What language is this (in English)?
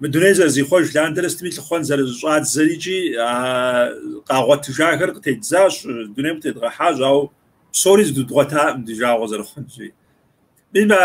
Kabardian